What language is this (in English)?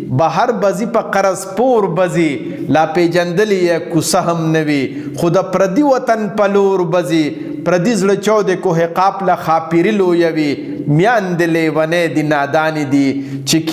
Pashto